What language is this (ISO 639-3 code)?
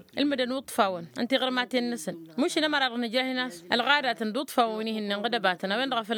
taq